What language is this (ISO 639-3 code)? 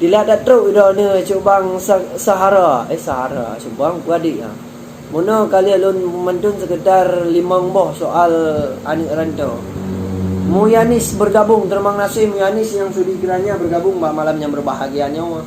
ace